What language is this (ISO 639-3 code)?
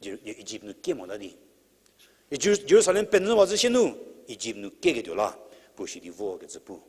njm